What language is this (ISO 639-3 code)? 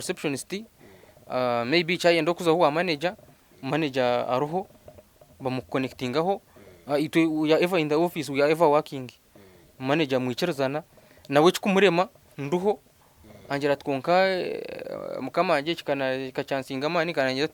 nyn